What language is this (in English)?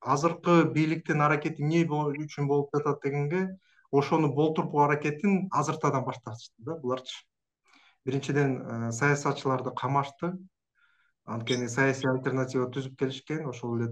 Kyrgyz